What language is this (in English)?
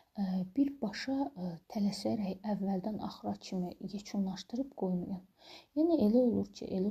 Azerbaijani